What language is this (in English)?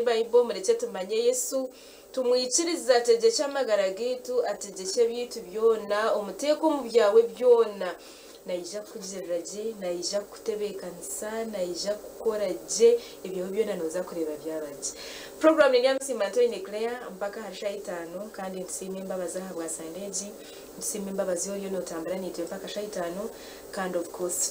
Nyankole